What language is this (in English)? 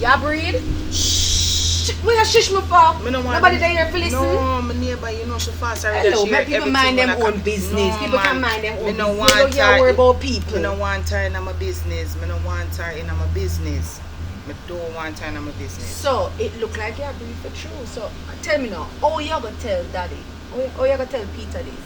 Jamaican Creole English